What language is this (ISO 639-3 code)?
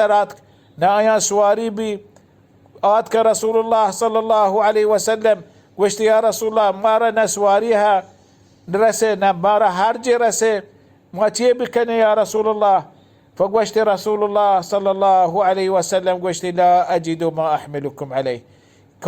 bal